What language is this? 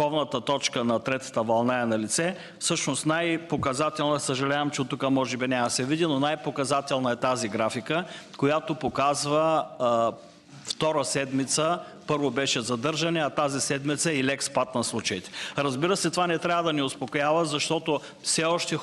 Bulgarian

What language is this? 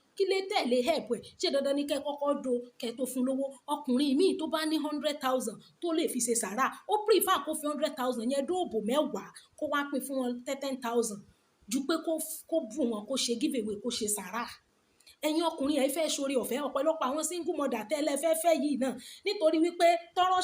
Yoruba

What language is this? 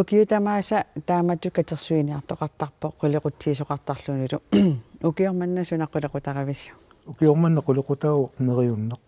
Kalaallisut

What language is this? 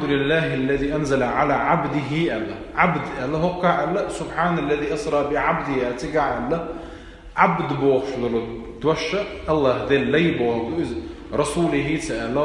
Chechen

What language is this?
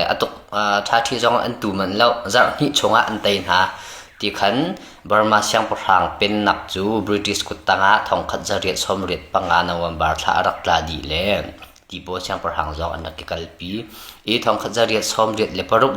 Hakha Chin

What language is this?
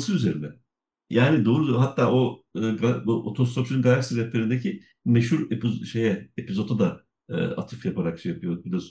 Turkish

